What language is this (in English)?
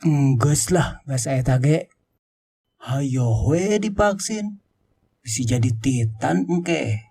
Sundanese